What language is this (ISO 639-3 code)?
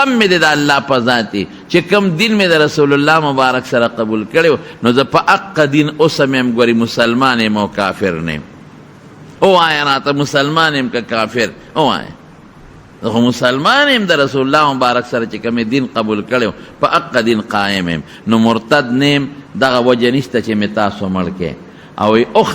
pus